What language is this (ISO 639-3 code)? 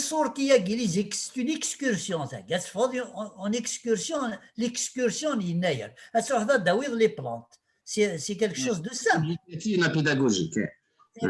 kab